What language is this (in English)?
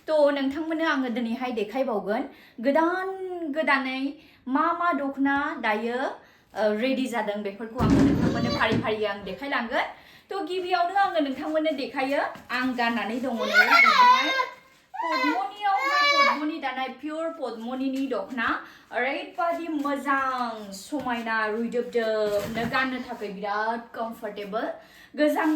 Bodo